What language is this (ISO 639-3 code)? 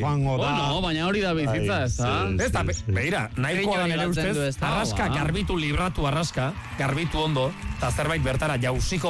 eus